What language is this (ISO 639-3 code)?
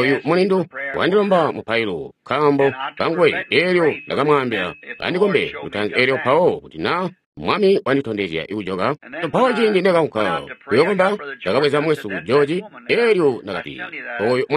toi